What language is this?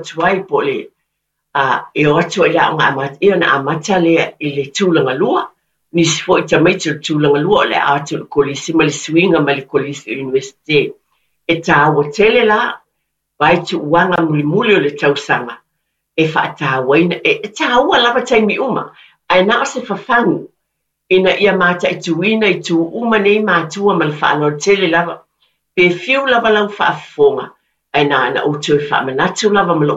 Samoan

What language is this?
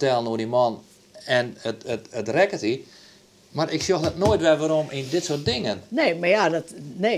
Western Frisian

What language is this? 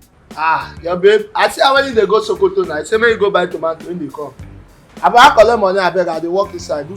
Nigerian Pidgin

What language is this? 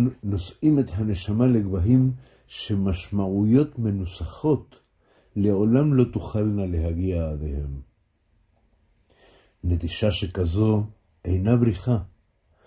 Hebrew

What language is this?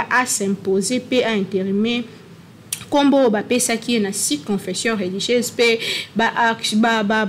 Lingala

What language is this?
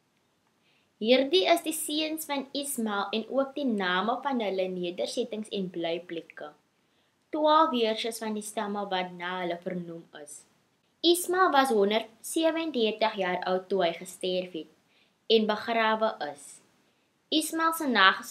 Afrikaans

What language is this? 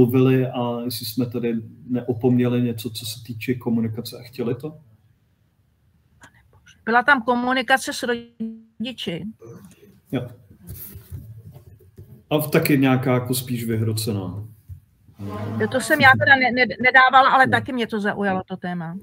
Czech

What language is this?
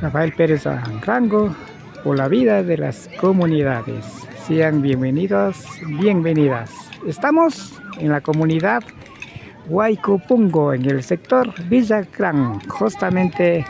Imbabura Highland Quichua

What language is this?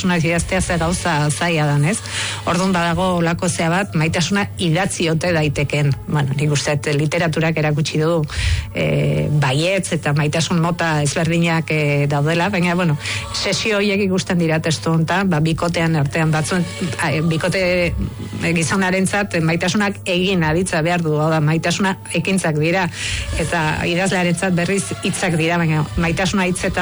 Basque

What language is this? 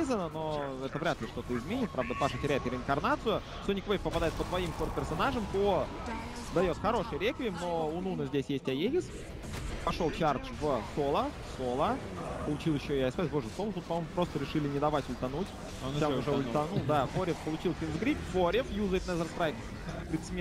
Russian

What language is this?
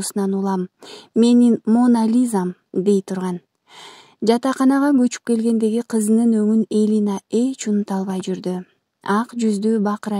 Kyrgyz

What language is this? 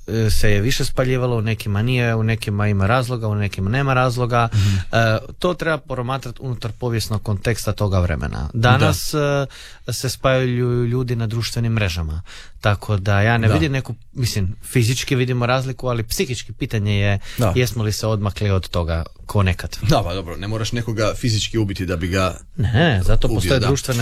Croatian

